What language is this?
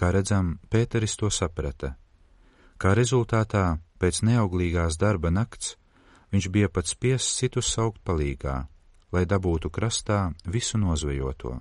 Latvian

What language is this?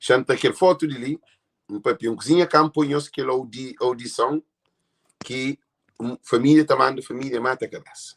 Kabuverdianu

